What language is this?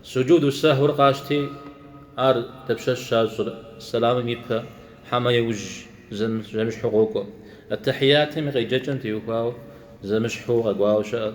Kabardian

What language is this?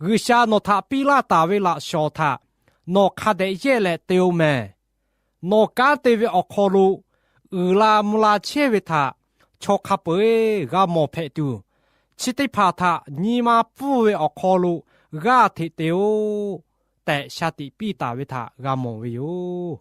Lahu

